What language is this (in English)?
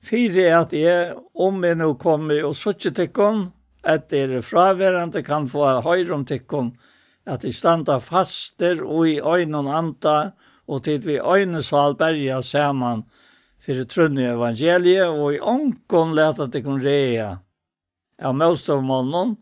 Faroese